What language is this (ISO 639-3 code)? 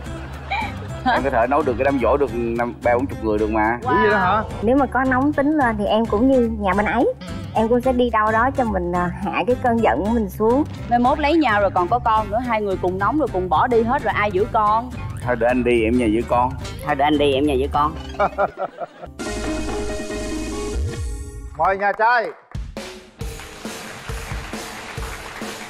vie